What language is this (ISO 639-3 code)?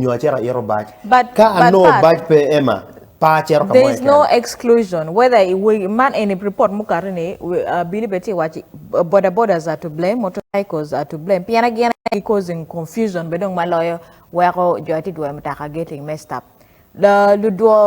ach